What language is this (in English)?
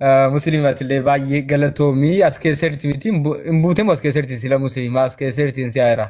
Oromo